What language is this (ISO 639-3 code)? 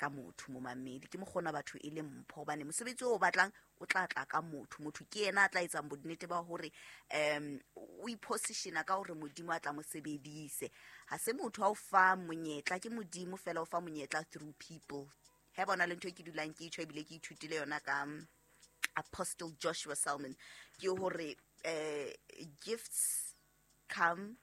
sot